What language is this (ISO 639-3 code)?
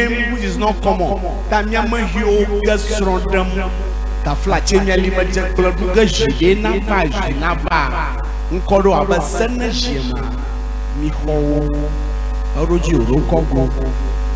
ewe